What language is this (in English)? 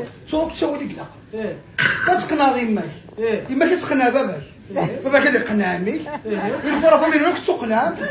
Kabyle